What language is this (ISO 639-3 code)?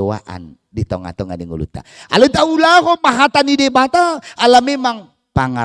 bbc